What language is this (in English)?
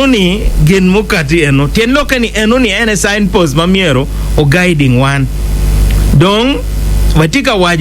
Acoli